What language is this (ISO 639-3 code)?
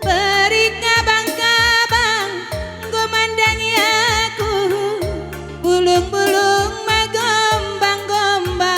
btx